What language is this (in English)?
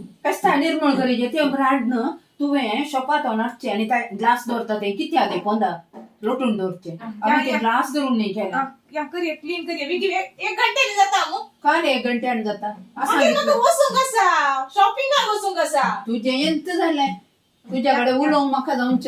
Konkani